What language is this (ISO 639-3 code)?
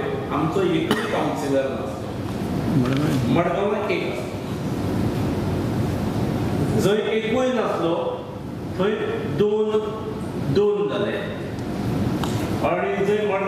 kok